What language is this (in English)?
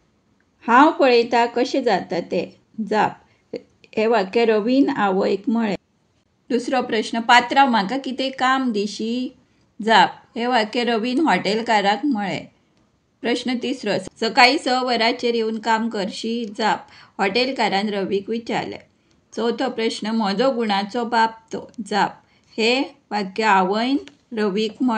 Konkani